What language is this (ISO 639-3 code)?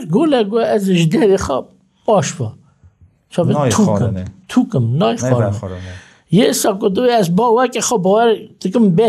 kur